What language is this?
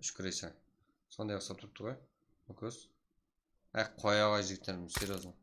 Kara-Kalpak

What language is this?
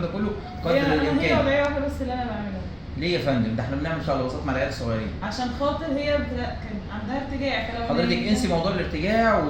Egyptian Arabic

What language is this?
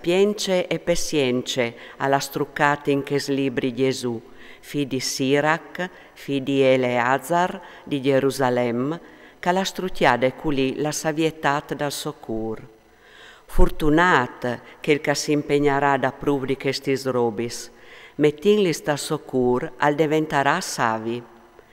Friulian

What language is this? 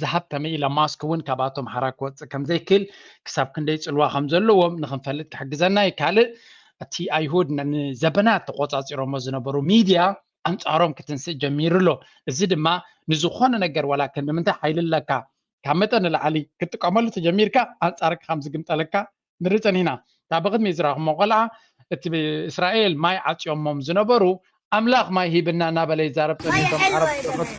Tigrinya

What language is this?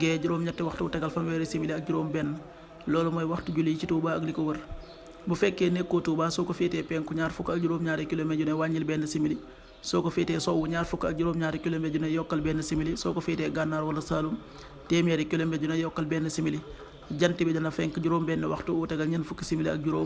Wolof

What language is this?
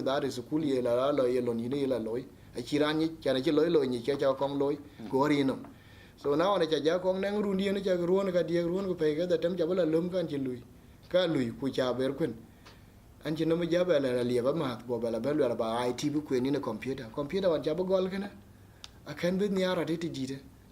Dinka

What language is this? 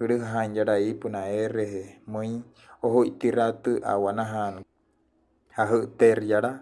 Wayuu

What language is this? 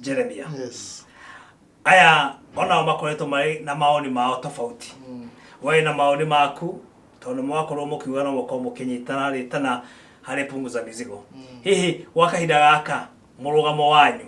Kikuyu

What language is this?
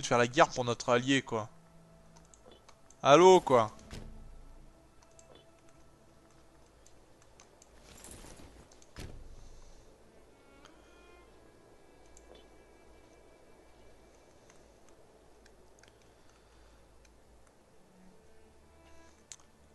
French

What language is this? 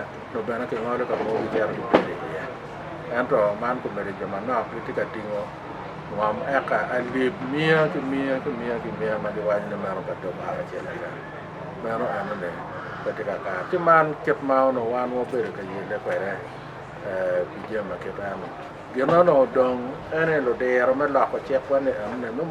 Acoli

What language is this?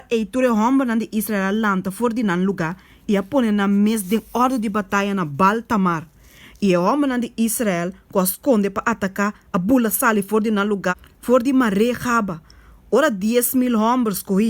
Papiamento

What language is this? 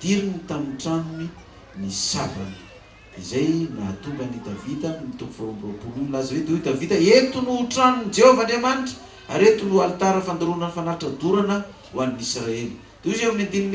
Malagasy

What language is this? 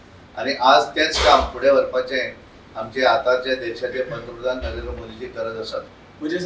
Konkani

